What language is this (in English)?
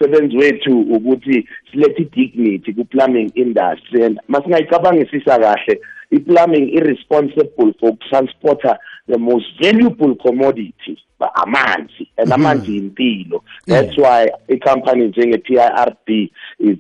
South Ndebele